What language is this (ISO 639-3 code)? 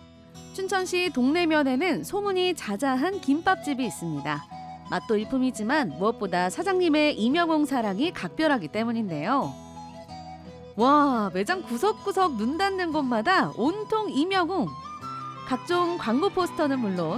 kor